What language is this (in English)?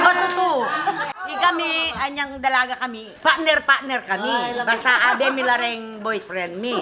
Pampanga